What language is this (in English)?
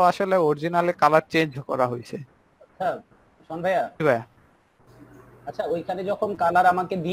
Bangla